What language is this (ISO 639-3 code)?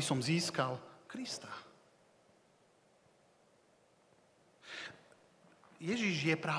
slk